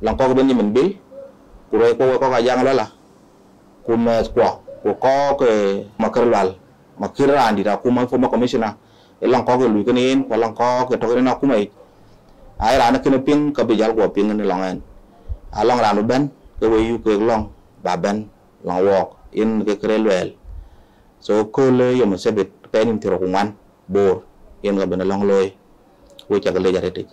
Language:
Dinka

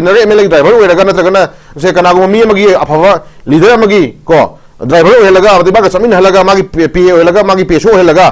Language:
Manipuri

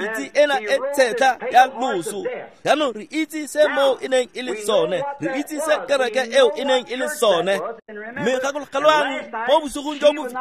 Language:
Tswana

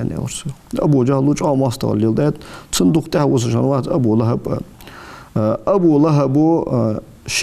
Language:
Ingush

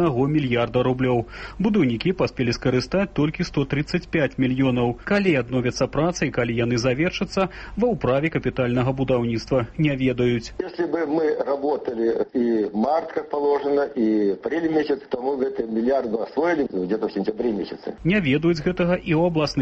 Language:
Belarusian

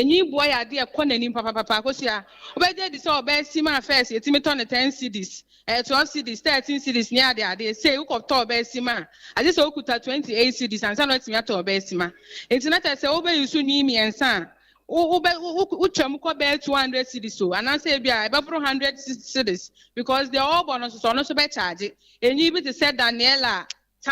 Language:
Akan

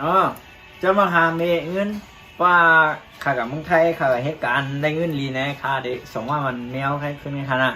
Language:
Shan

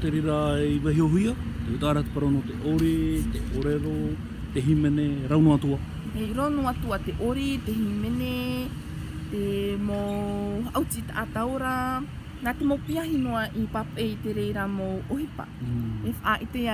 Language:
Tahitian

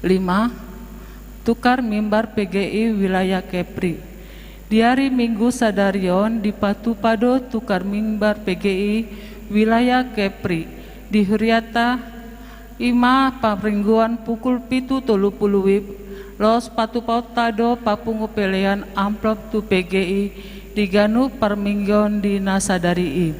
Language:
Batak Toba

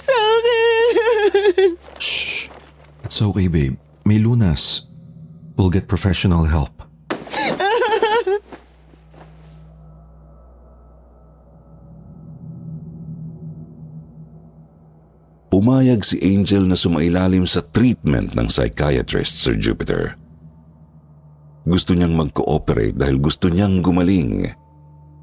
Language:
Filipino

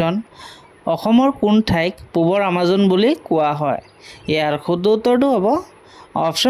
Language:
Assamese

